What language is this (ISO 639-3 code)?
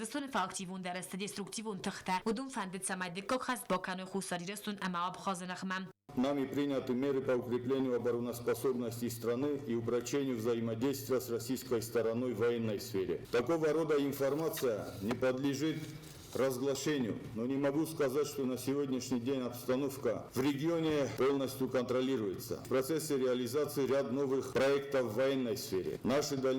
oss